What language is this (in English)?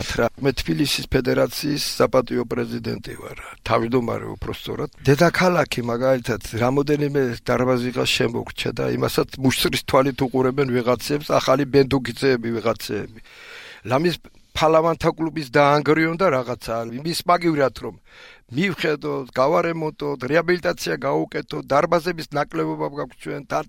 Georgian